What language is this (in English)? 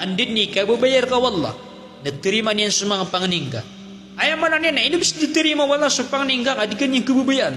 Maranao